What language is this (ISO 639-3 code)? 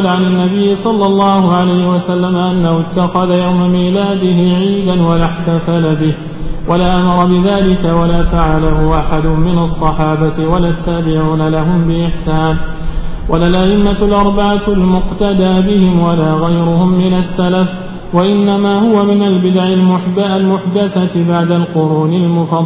ara